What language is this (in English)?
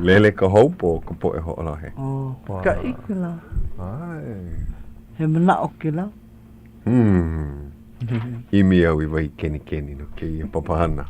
Hawaiian